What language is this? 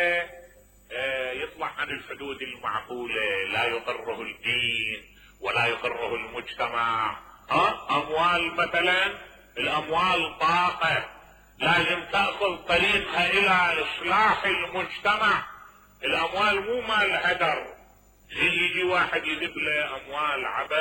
Mesopotamian Arabic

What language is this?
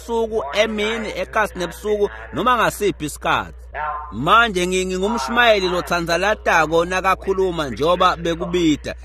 Swati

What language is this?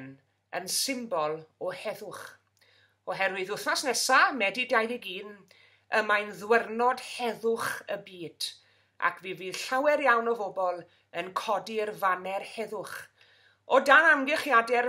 Welsh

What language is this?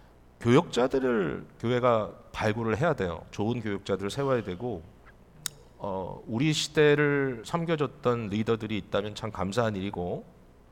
Korean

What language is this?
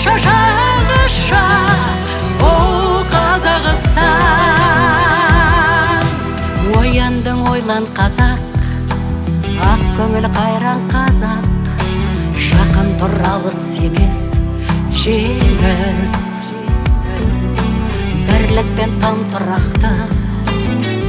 Kazakh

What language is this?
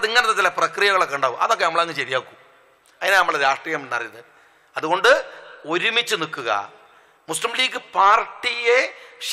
Malayalam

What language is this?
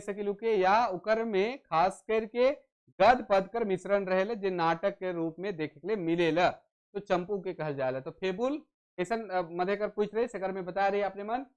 Sadri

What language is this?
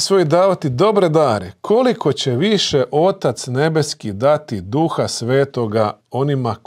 Croatian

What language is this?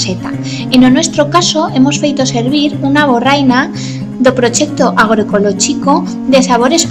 Aragonese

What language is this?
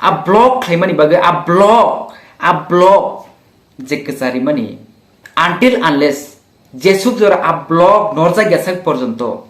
Kok Borok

